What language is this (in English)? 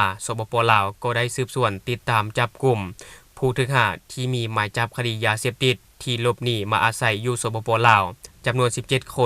Lao